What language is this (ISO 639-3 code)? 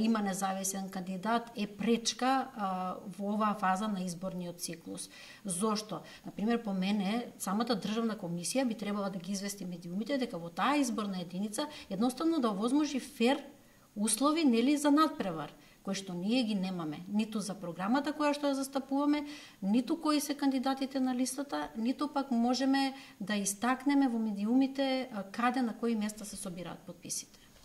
mkd